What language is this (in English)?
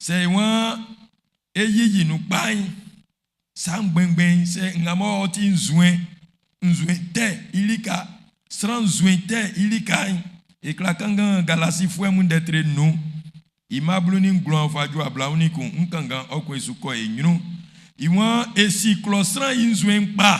Baoulé